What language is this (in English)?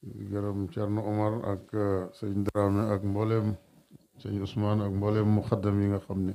Wolof